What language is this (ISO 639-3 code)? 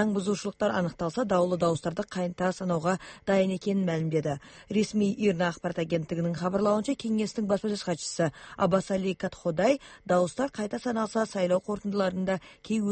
kir